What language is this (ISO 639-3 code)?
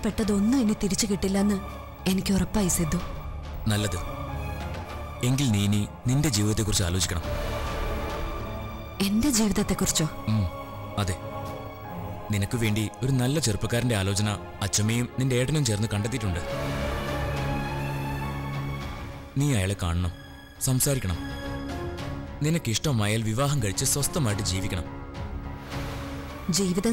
mal